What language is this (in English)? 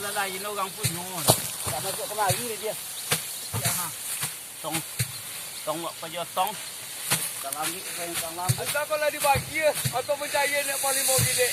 Minangkabau